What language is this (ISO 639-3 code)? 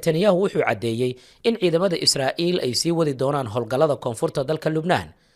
som